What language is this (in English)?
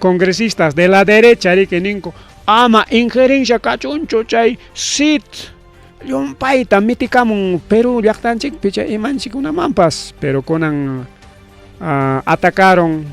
Ayacucho Quechua